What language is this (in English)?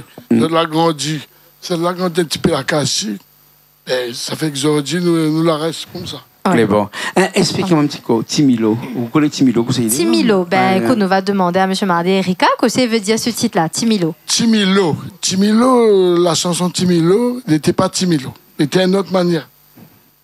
Réunion Creole French